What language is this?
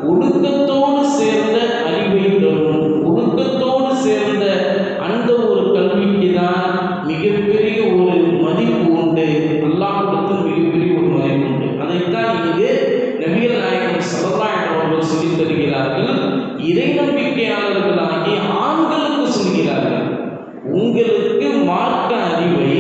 Tamil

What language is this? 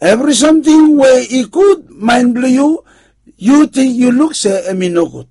Bislama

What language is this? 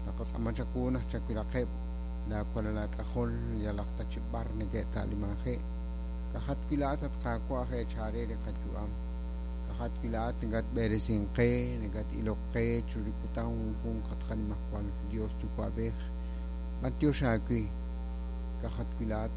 Kekchí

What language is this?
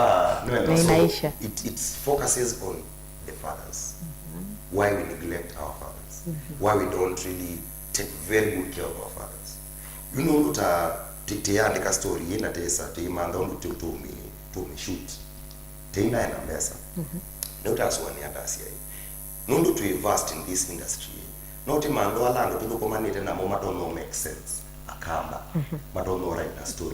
Kamba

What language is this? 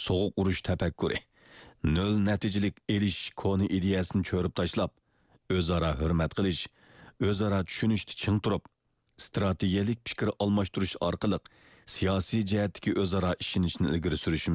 Uyghur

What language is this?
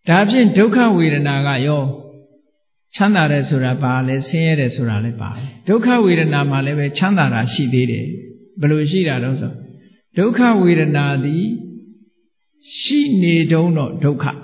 Burmese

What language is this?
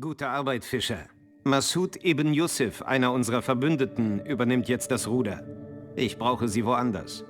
Bavarian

